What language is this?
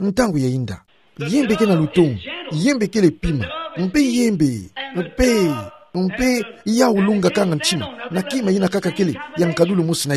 Kituba (Democratic Republic of Congo)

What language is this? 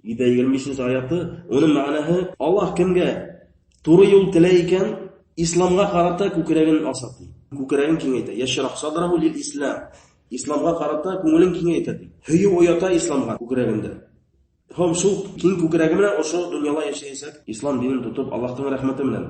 Bashkir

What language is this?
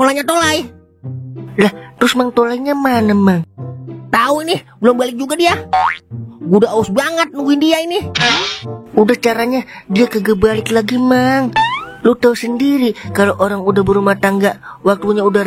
Betawi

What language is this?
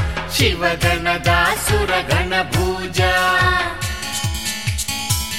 Kannada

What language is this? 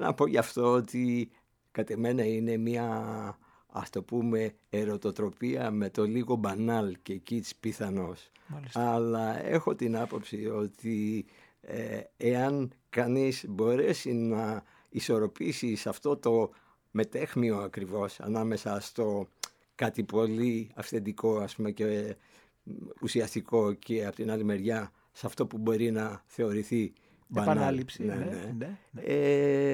Greek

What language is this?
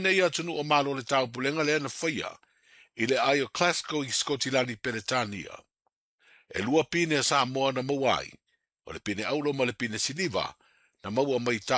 Samoan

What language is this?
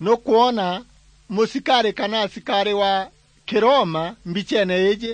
Meru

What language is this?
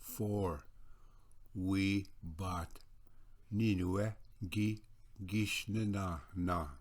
Ojibwa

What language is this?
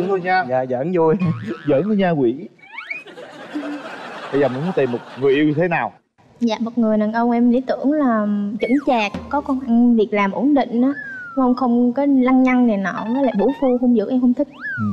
Vietnamese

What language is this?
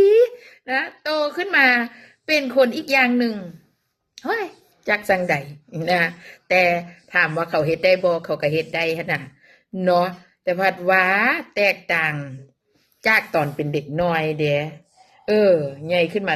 Northeastern Thai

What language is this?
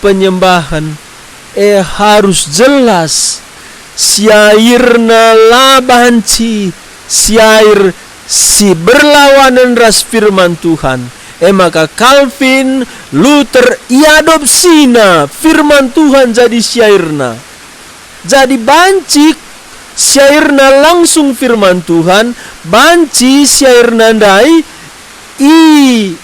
Batak Karo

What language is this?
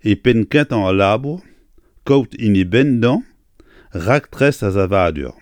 Breton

